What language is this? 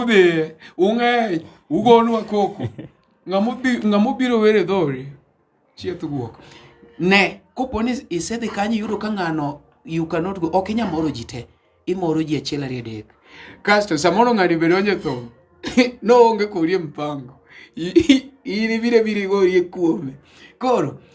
Luo (Kenya and Tanzania)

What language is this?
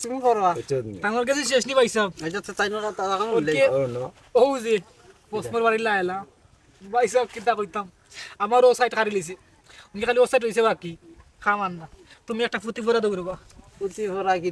Sylheti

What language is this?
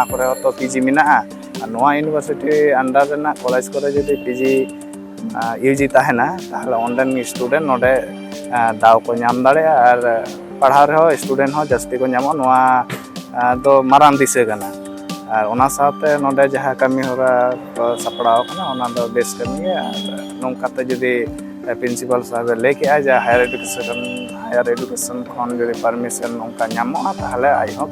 Santali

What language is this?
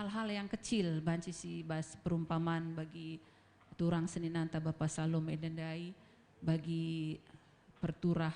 Batak Karo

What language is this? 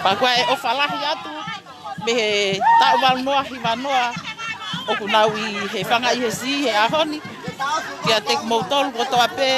Tongan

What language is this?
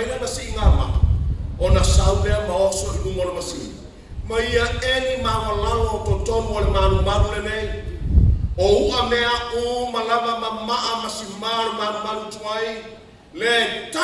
Samoan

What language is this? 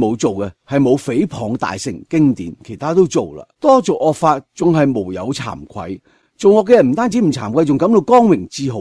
Cantonese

